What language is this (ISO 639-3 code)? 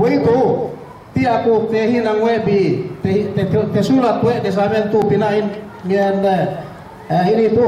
yka